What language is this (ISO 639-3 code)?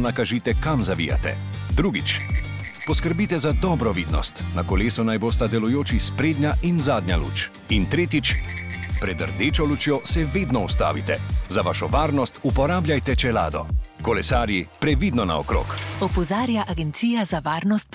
slv